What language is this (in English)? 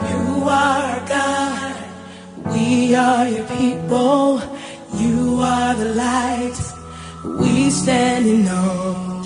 Kikuyu